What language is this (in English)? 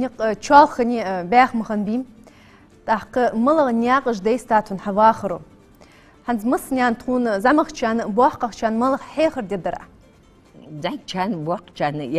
Ingush